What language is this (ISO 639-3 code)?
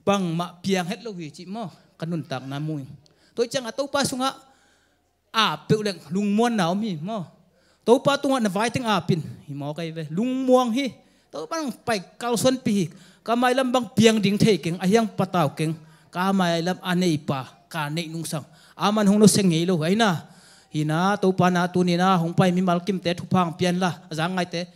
ctd